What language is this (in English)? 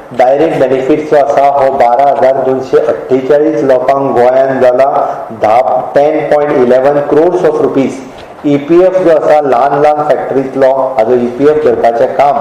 Konkani